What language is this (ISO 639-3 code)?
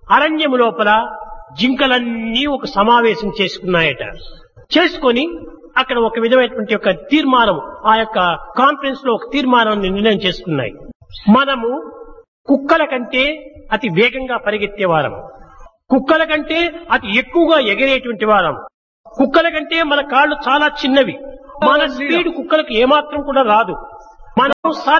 tel